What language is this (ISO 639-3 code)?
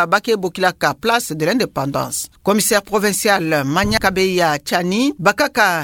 ktu